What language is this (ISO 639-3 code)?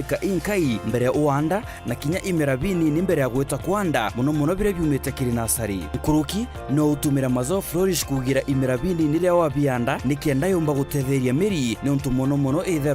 mer